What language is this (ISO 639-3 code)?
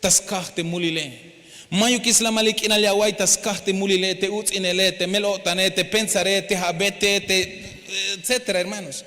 tzh